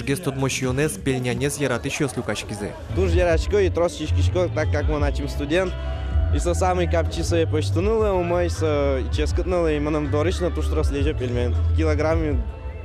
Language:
Udmurt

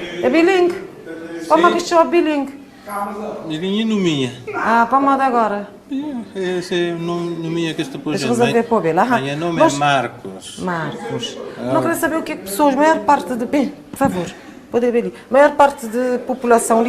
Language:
Kabuverdianu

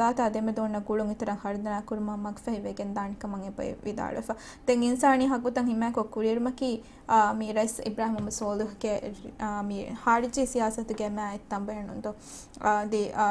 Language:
Divehi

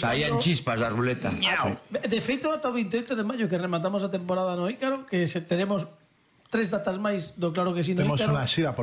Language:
Galician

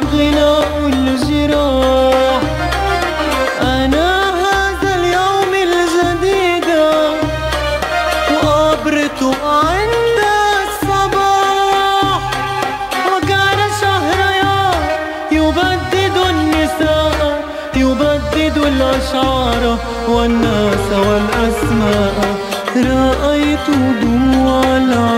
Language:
Arabic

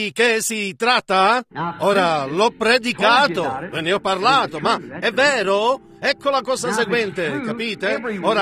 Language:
Italian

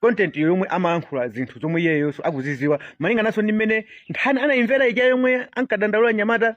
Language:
Nyanja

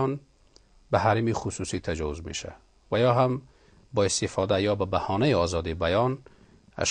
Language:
Persian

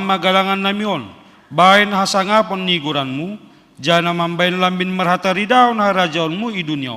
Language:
Batak Simalungun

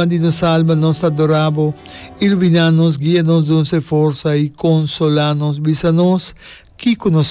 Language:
Papiamento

